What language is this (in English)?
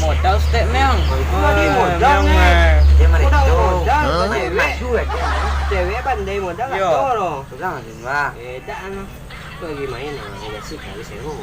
Minangkabau